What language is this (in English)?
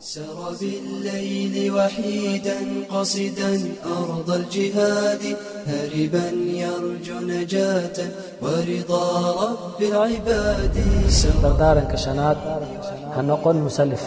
Somali